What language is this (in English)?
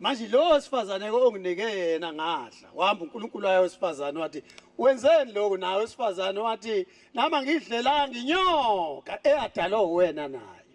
Zulu